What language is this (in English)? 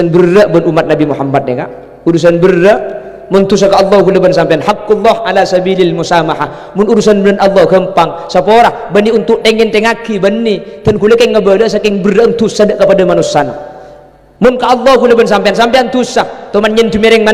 Madurese